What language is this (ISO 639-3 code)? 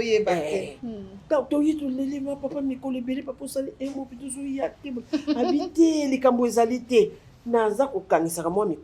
lin